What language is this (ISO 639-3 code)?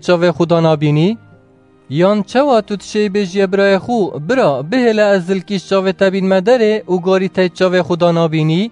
kur